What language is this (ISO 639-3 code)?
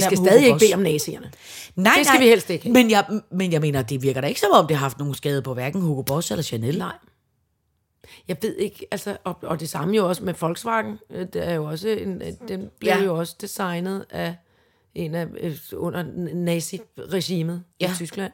dan